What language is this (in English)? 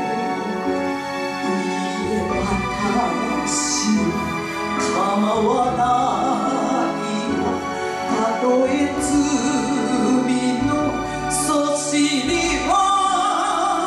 Japanese